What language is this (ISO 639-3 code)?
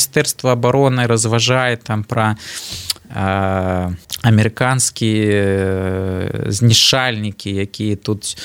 bel